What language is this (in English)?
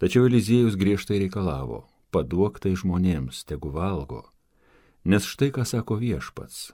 Lithuanian